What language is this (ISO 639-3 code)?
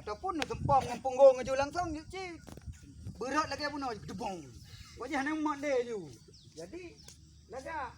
ace